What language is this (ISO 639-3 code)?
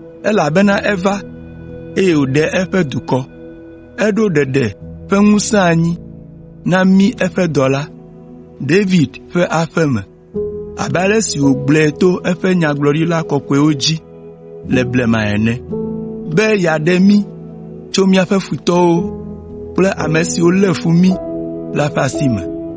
ewe